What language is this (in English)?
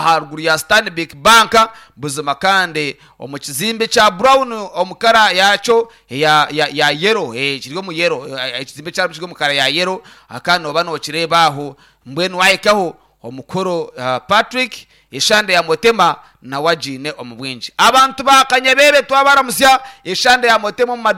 Nyankole